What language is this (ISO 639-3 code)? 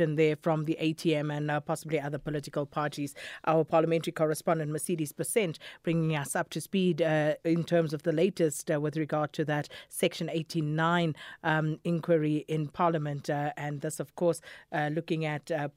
eng